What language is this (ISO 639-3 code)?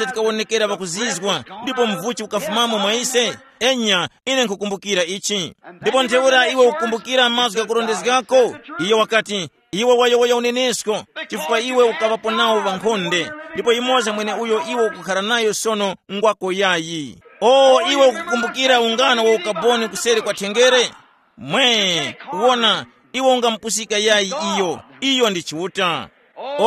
tum